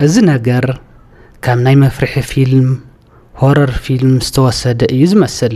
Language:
Tigrinya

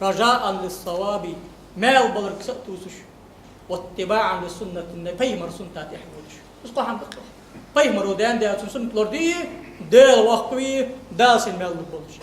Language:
Ingush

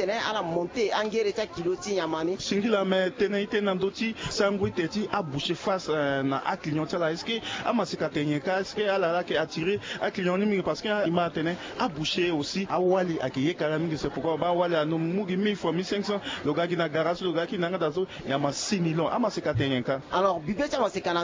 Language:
Sango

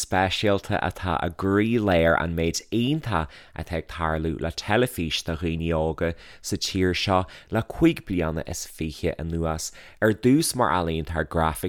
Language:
Irish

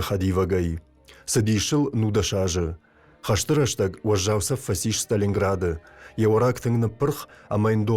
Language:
Ossetic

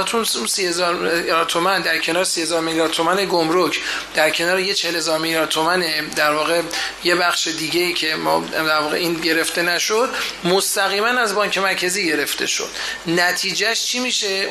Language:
Persian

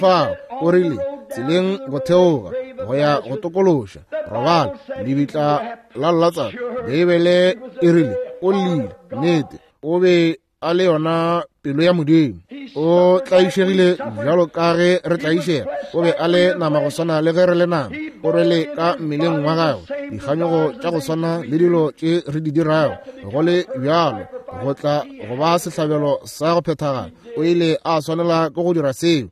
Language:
Northern Sotho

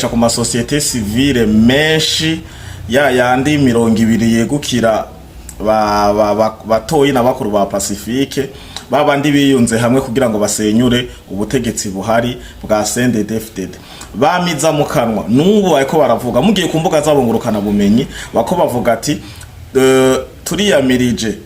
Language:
Rundi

